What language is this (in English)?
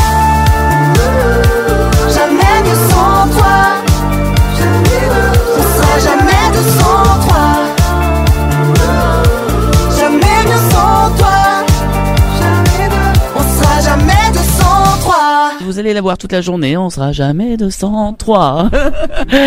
French